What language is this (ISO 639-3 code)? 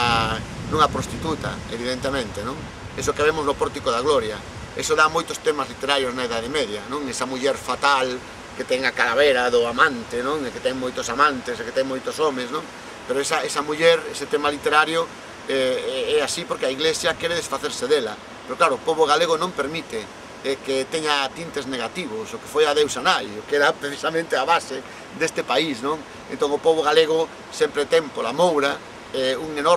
glg